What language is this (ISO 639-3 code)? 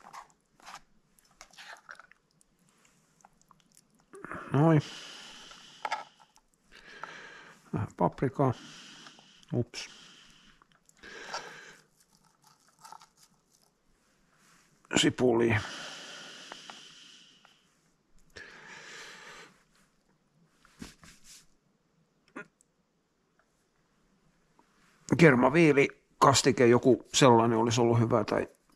fin